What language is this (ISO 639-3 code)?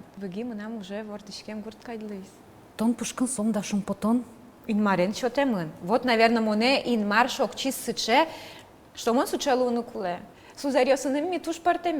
udm